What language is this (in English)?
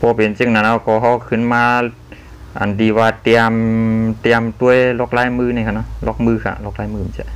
Shan